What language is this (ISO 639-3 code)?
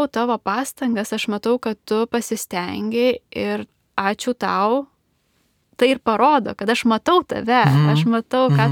lit